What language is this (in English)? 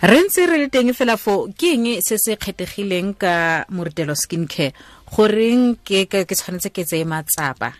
Tswana